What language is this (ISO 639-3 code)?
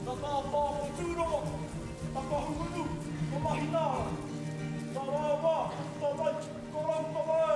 mri